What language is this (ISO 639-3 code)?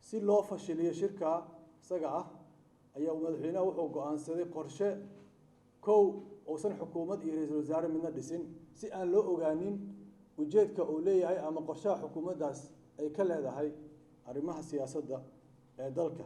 som